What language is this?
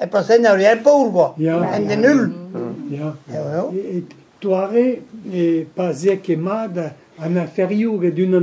Breton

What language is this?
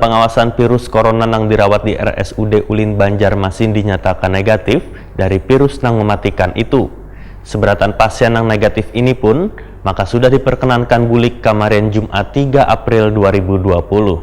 Banjar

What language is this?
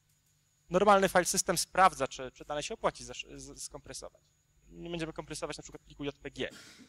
Polish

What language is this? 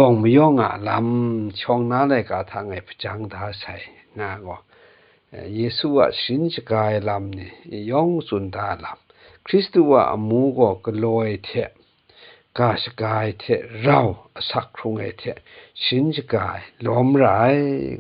Kachin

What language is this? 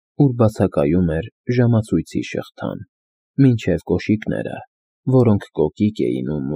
Armenian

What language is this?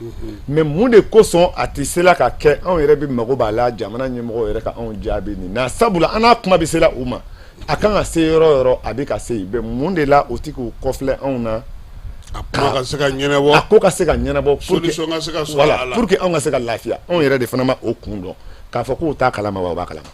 Bambara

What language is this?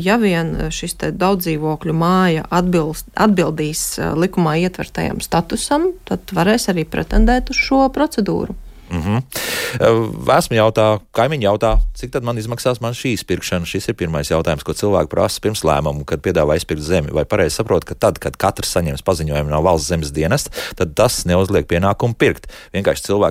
Latvian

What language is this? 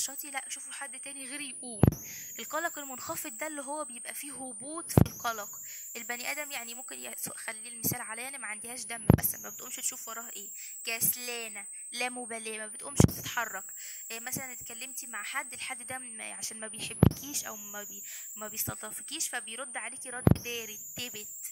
Egyptian Arabic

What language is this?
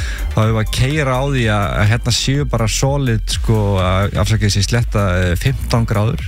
Icelandic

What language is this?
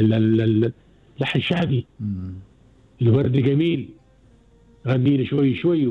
Gulf Arabic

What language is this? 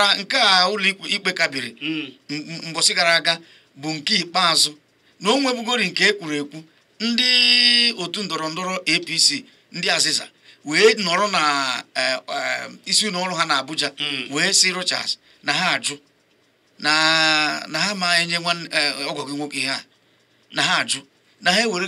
Igbo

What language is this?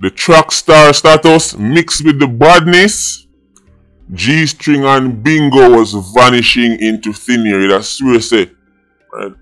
Jamaican Creole English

